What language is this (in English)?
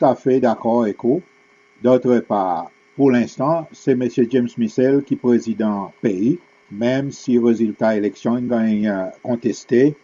Seselwa Creole French